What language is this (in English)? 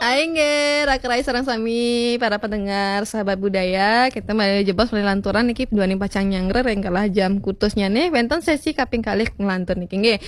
Balinese